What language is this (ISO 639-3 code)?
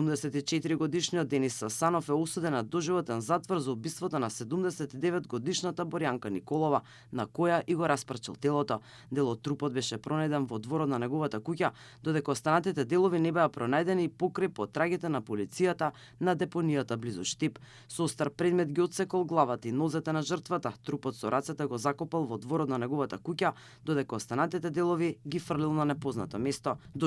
mkd